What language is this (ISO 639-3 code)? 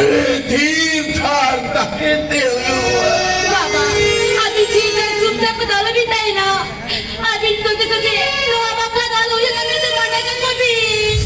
sat